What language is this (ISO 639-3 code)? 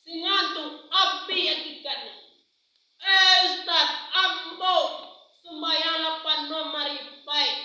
min